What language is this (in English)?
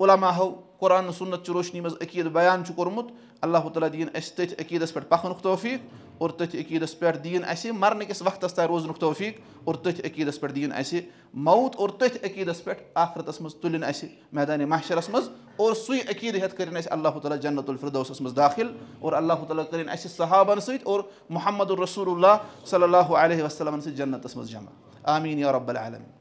Kashmiri